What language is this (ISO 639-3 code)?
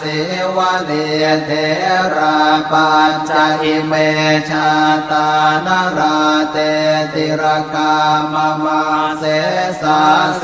pli